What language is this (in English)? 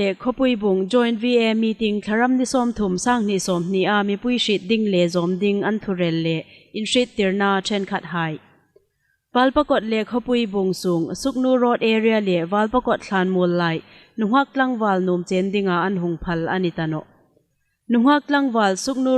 Hmar